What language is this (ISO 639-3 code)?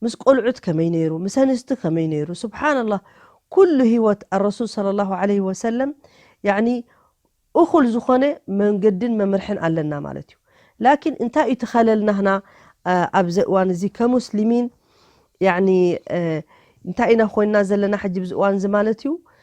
tir